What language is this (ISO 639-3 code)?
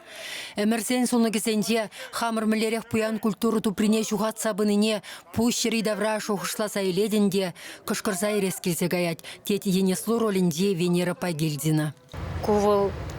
chv